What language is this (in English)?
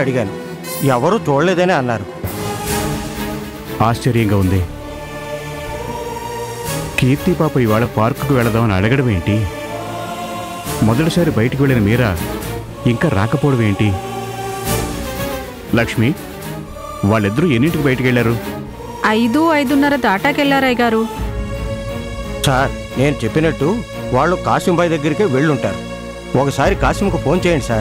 Telugu